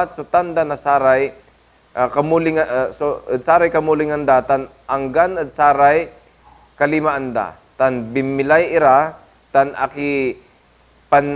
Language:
Pangasinan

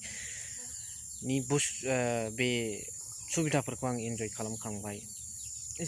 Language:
Bodo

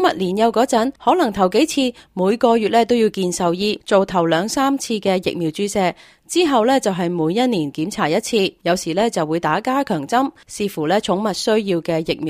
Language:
Cantonese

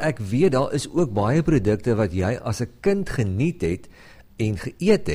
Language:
Afrikaans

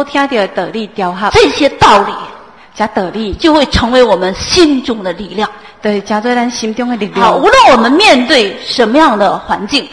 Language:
Chinese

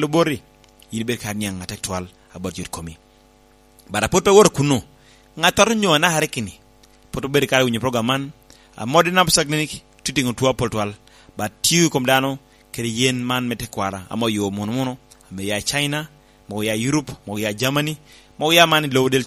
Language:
Lango (Uganda)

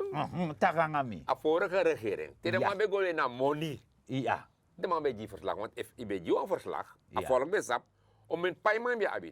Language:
Sranan Tongo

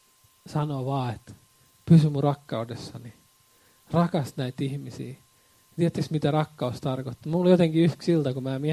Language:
Finnish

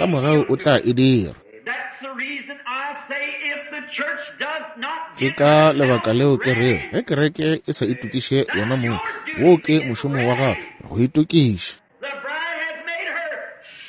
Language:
Northern Sotho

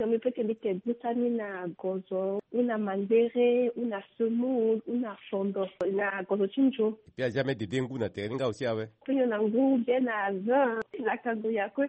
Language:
Sango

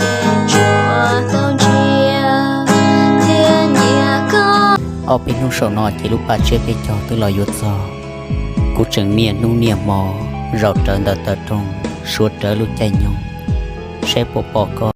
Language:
Hmong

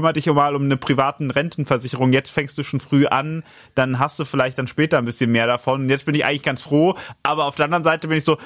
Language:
German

